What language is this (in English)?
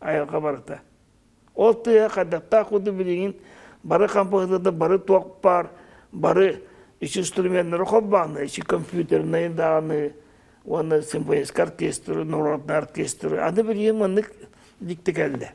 Yakut